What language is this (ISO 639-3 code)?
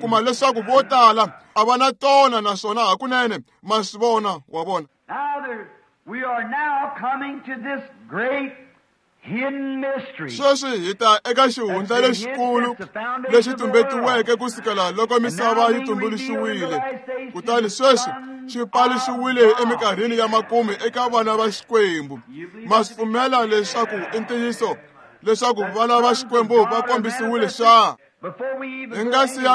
tso